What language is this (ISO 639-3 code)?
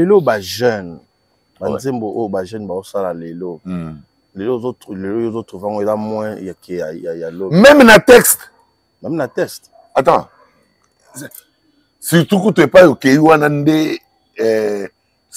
lin